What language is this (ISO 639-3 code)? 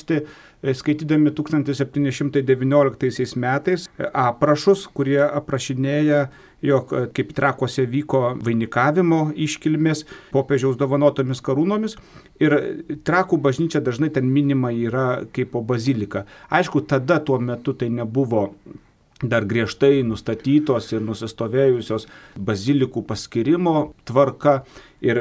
lit